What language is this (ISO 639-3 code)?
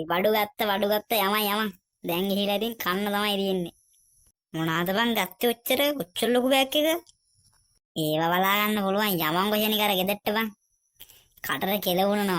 sin